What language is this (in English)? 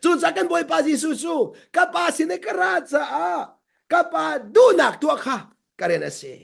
Hakha Chin